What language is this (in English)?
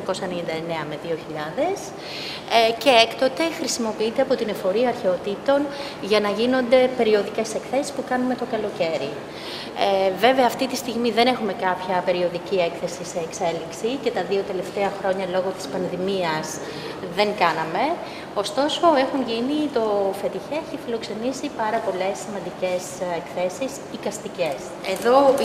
Greek